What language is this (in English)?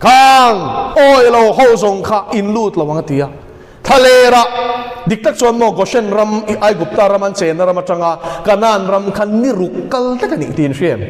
Mizo